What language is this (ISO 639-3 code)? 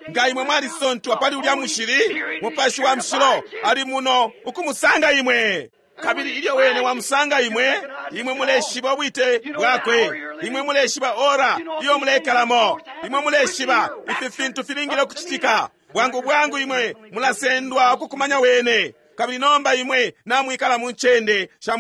bem